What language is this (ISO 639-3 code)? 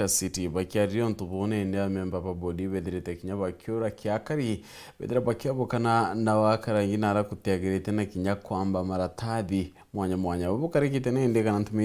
mer